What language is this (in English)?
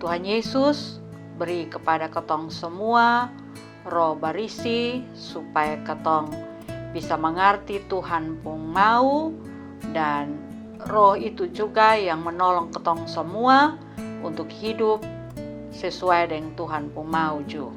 Kupang Malay